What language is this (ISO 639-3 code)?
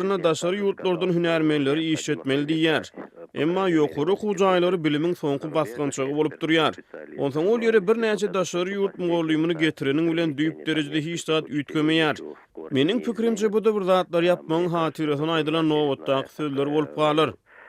tuk